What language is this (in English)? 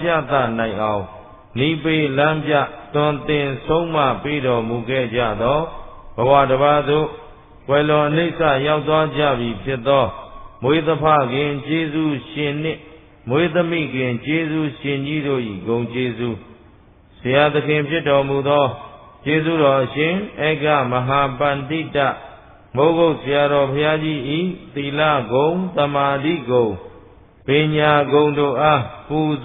Burmese